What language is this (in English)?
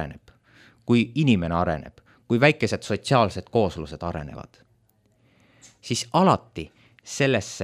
Estonian